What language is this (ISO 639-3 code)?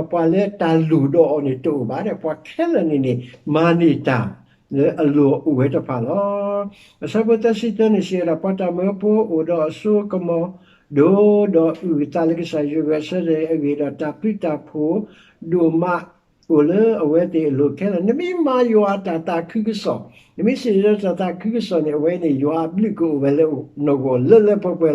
ksw